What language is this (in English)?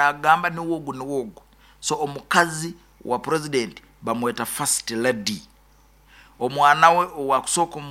Nyoro